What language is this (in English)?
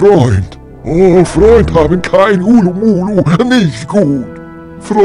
Bavarian